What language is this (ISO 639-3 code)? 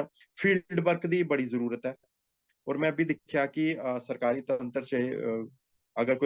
doi